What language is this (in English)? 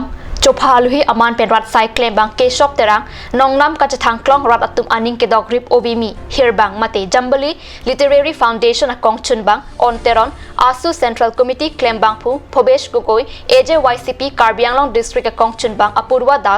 Karbi